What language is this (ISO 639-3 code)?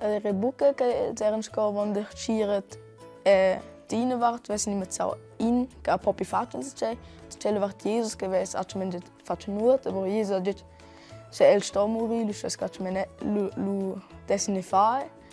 roh